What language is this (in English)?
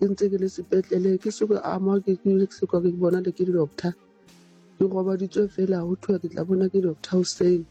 Southern Sotho